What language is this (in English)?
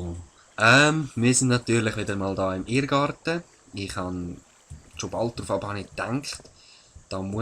Swiss German